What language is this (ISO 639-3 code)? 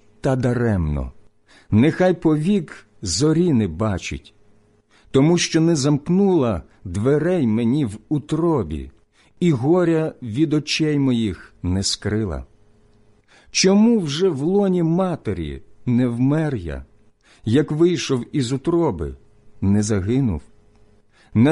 ukr